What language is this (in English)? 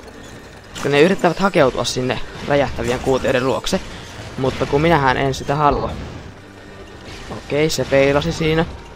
Finnish